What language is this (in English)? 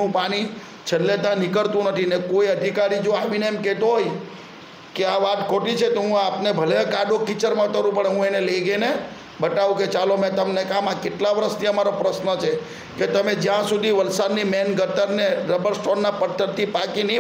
Gujarati